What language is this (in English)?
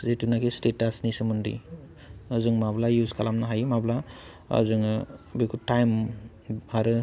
Bodo